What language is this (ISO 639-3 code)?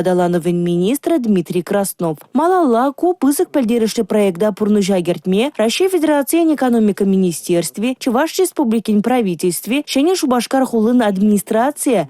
chv